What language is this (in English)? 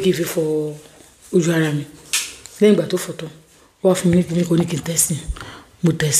Yoruba